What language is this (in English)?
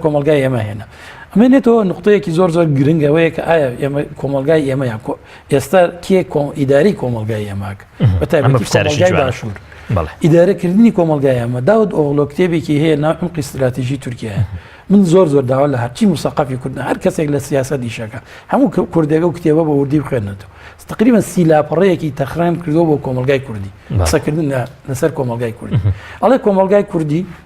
Central Kurdish